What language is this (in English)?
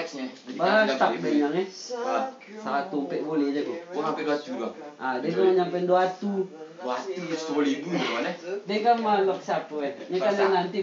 Minangkabau